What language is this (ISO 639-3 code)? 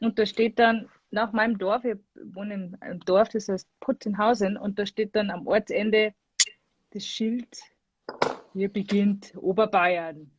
bar